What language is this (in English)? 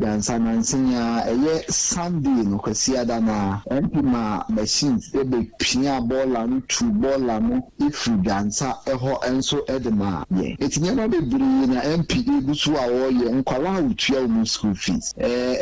Akan